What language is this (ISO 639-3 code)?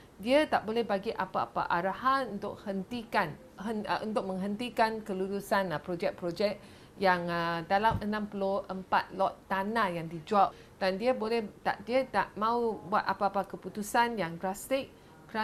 msa